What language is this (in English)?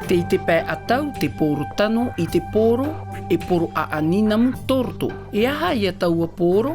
Tahitian